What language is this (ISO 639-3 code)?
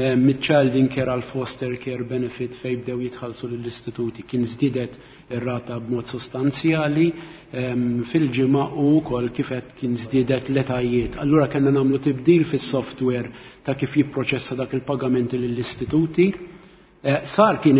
mlt